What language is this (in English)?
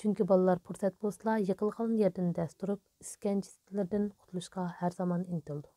Uyghur